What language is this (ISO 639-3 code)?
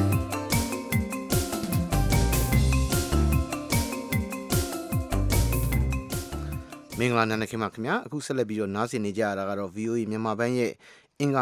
mya